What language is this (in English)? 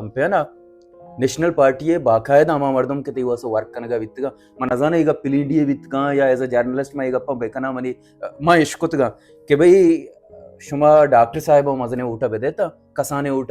Baluchi